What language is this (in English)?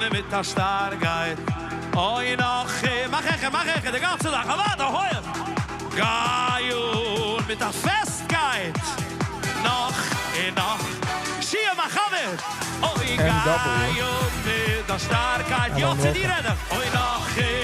Yiddish